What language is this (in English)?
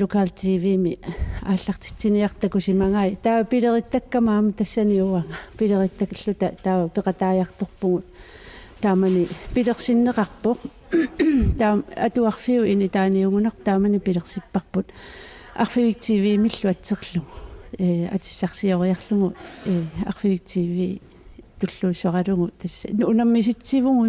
Kalaallisut